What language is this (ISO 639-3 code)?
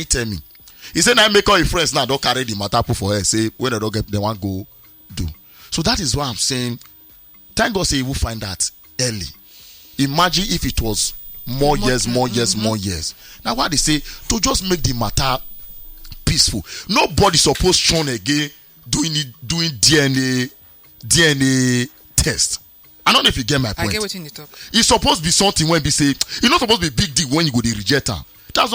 pcm